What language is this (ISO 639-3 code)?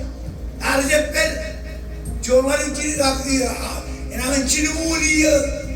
mah